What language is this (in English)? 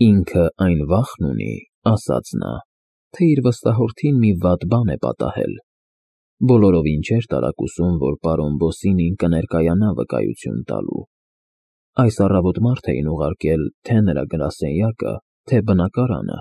Armenian